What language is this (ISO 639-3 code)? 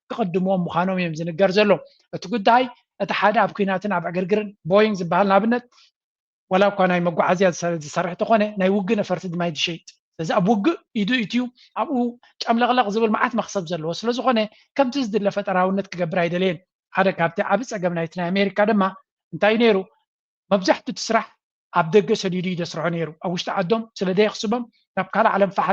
tir